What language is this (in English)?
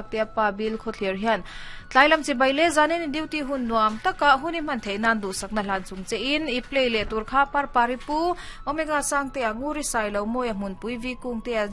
Mizo